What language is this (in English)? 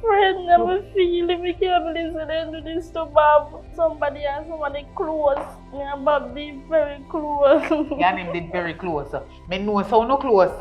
Jamaican Creole English